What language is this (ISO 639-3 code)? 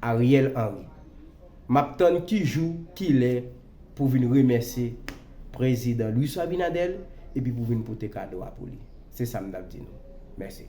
hat